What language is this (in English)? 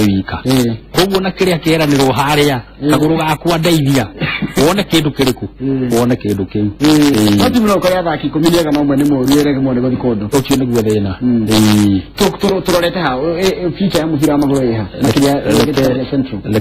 Kikuyu